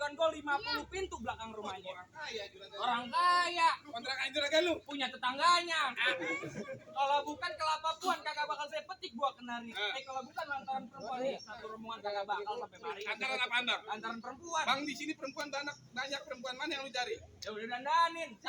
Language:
Betawi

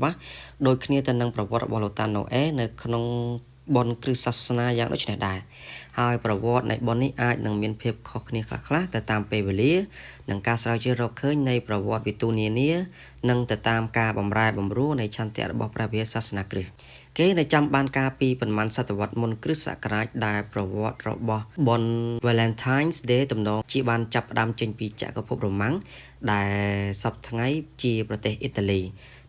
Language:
Khmer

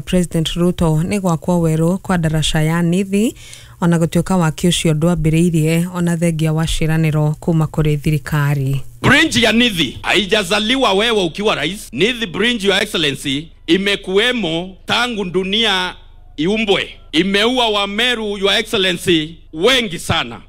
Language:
Kikuyu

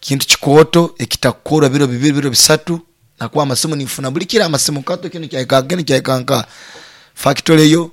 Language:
Nyoro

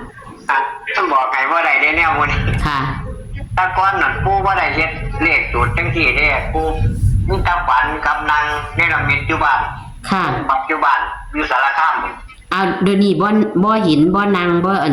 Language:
Northeastern Thai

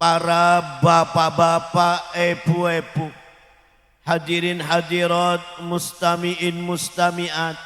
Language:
Madurese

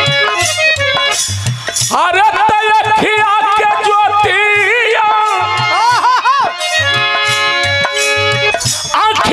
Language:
Bhojpuri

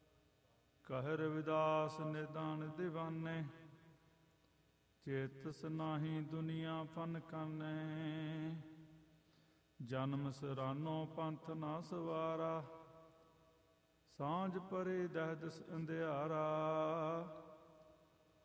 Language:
Punjabi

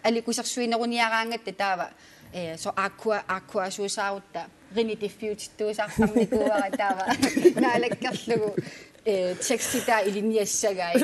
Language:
Kalaallisut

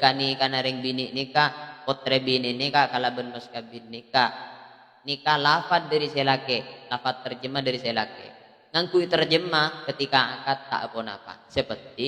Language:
Madurese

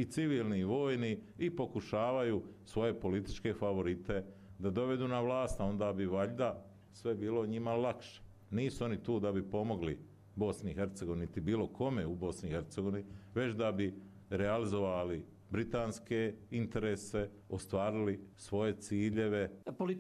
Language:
Croatian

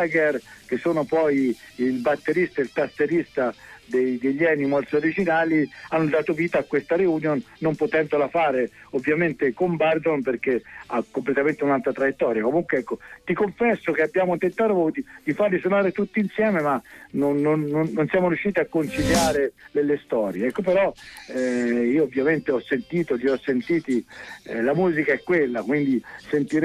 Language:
Italian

